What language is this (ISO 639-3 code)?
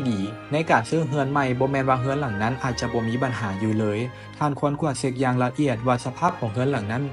lao